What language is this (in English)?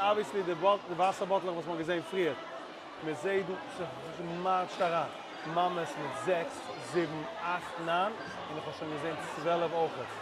Yiddish